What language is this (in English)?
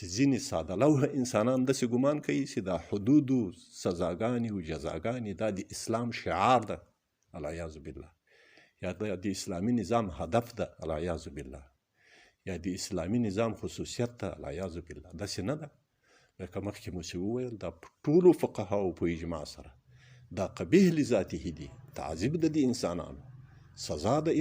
Pashto